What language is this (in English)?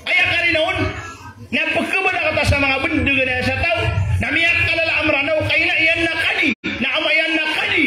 Maranao